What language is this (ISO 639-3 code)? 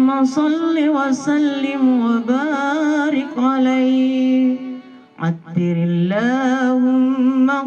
bug